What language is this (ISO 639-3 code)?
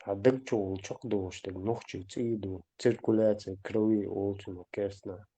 che